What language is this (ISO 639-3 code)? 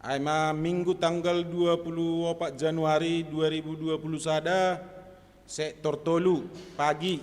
bts